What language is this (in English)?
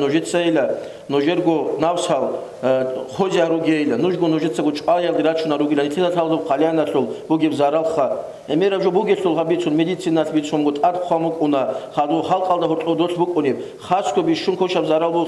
Avaric